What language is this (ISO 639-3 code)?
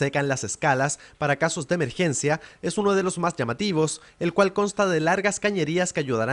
spa